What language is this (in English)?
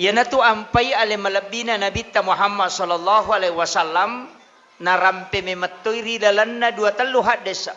Buginese